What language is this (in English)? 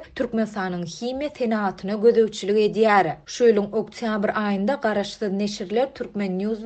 Turkmen